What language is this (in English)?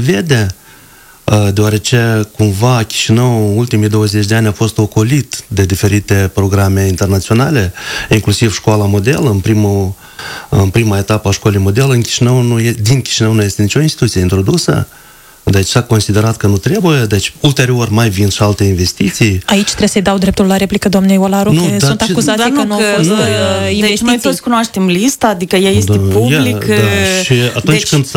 Romanian